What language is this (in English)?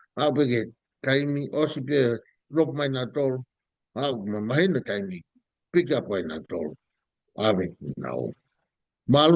Tongan